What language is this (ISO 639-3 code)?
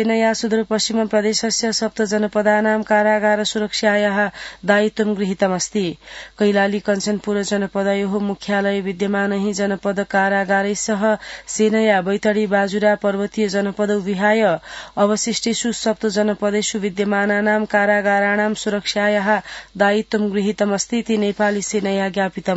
san